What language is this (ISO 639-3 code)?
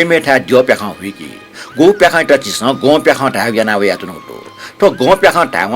new